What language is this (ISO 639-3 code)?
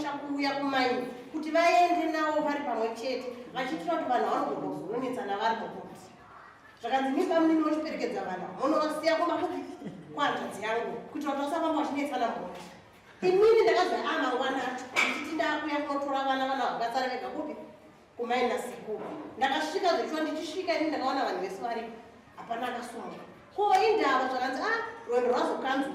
sna